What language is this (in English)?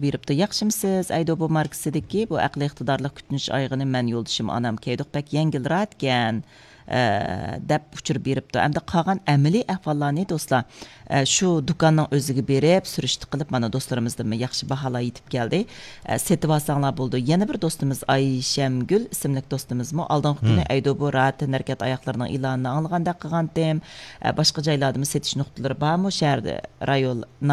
Uyghur